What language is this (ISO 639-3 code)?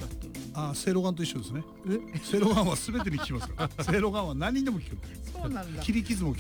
jpn